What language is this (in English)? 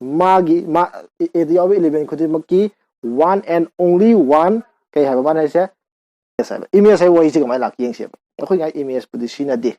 Manipuri